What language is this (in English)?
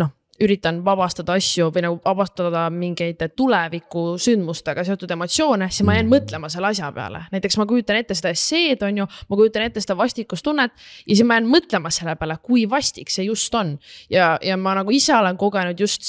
Estonian